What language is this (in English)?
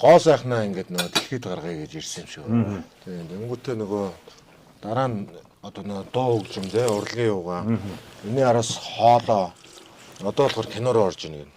Mongolian